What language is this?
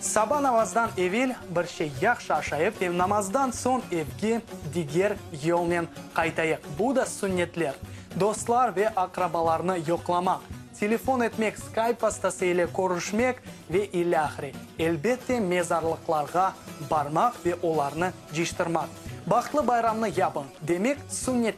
Crimean Tatar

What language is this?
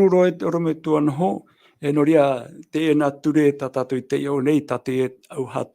Tahitian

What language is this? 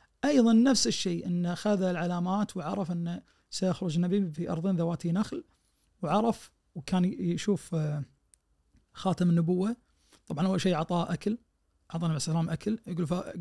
Najdi Arabic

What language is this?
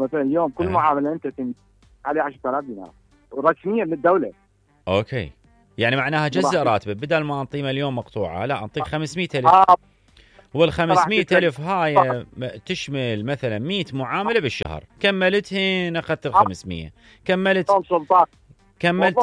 Mesopotamian Arabic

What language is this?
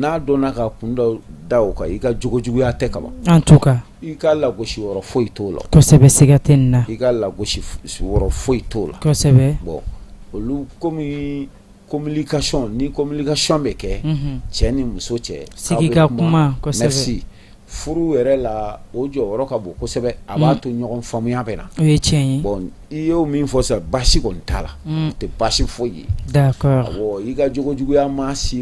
Bambara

